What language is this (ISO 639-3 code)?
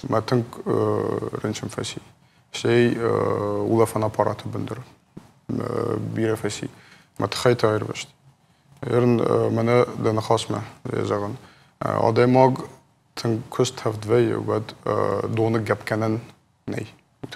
oss